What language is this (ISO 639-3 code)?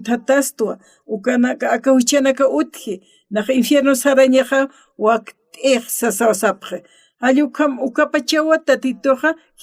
aym